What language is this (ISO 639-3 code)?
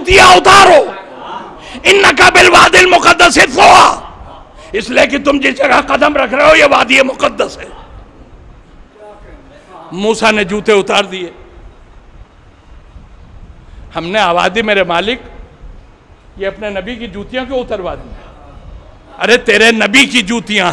urd